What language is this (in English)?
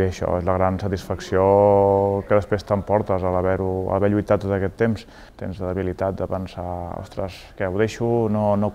Catalan